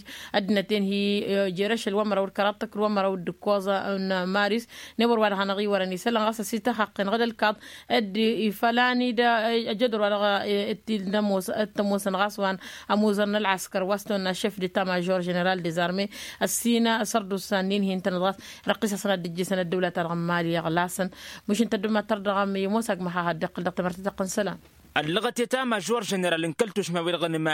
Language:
Tamasheq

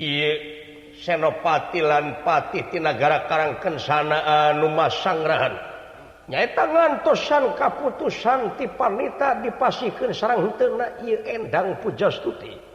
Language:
Sundanese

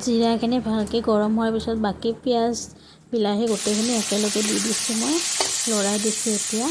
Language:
Assamese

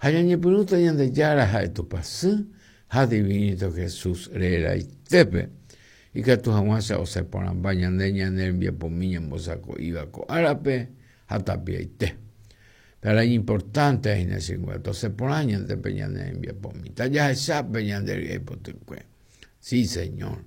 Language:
Guarani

